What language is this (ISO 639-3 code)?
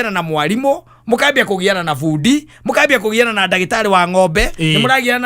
kik